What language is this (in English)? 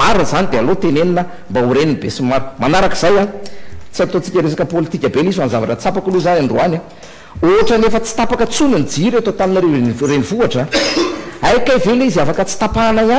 Malagasy